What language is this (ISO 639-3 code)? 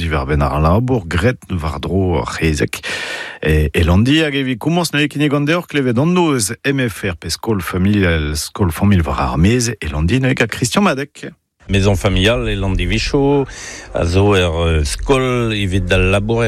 bre